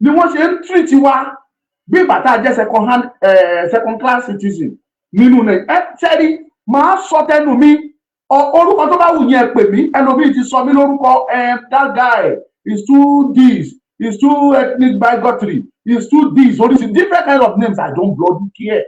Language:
Yoruba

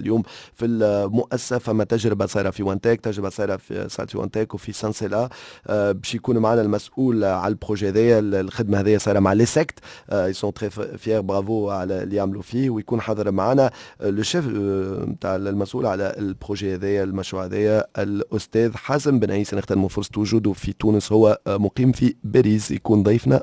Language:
Tunisian Arabic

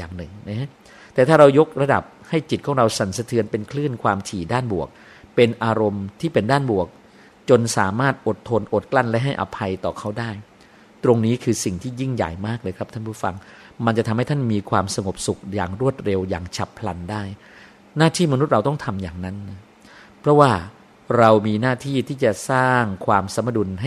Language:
Thai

